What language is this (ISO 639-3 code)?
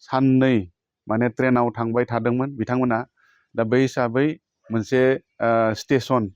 brx